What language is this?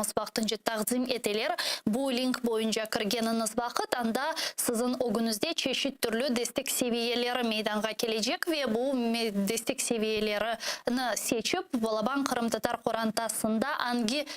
Crimean Tatar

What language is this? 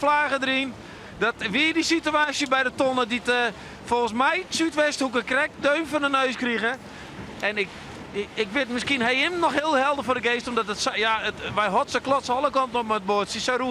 Western Frisian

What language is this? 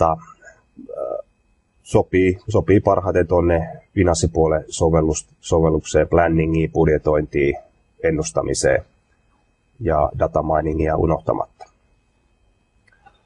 Finnish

